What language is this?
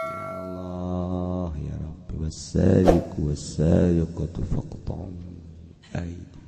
Sundanese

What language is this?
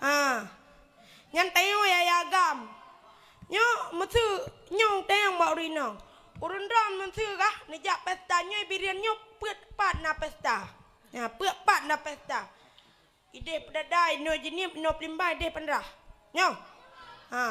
Achinese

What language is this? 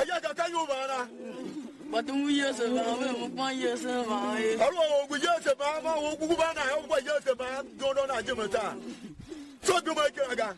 Tiv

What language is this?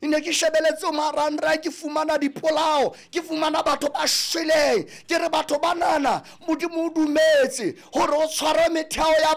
Southern Sotho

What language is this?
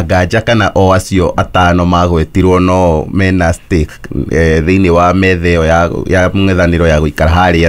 Kikuyu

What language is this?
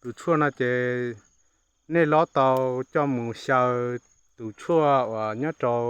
Hmong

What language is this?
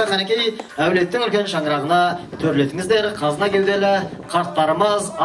Kazakh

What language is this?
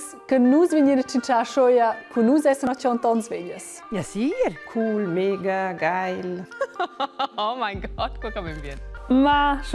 Romansh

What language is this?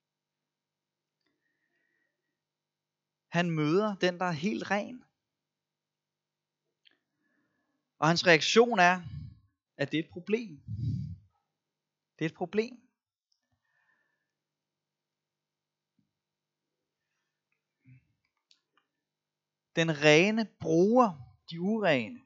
Danish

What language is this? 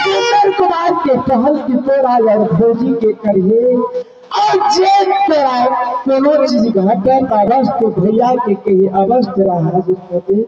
Maithili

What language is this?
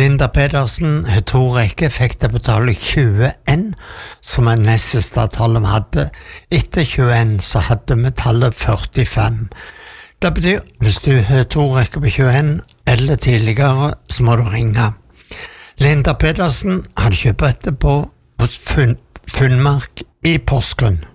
Norwegian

